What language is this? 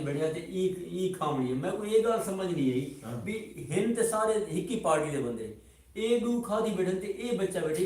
Saraiki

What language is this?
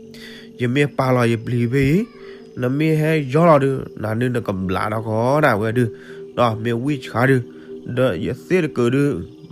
S'gaw Karen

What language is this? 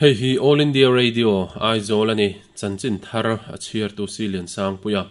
Mizo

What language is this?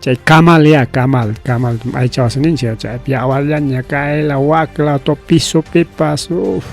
Ayacucho Quechua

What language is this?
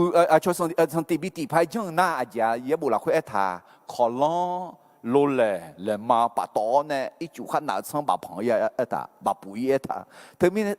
Akha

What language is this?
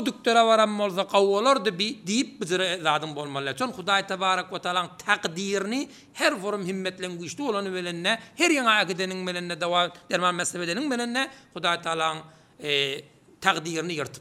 Turkmen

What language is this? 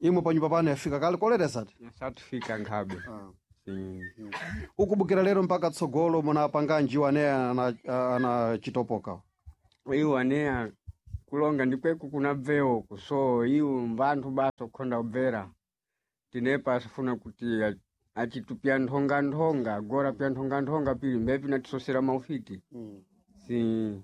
Sena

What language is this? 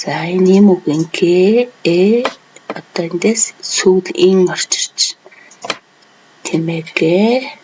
Mongolian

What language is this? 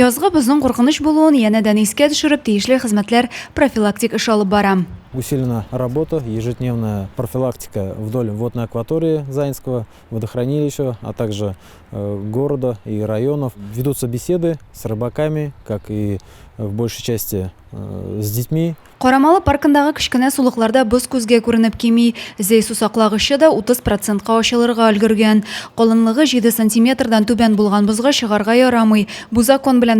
Tatar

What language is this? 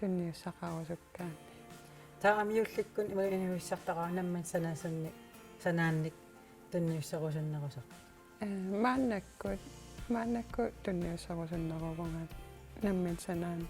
Kalaallisut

